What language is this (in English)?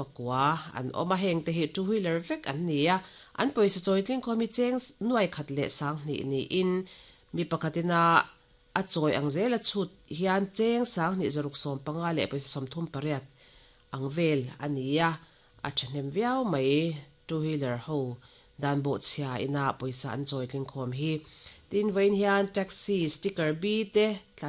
Mizo